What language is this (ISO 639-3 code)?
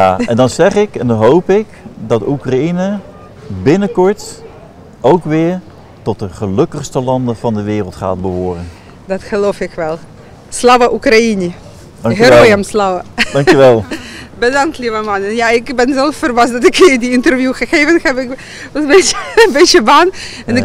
nld